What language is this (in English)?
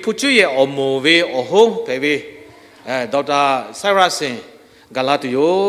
Lahu